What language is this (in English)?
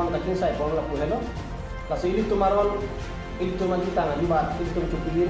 Karbi